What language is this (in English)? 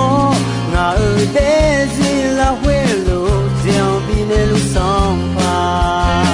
Akha